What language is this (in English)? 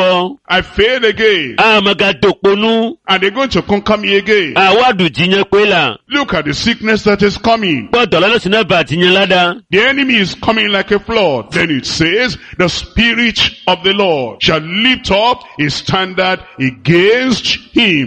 Ewe